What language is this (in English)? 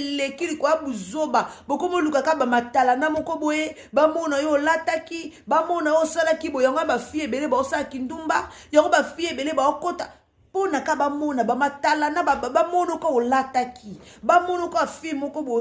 Lingala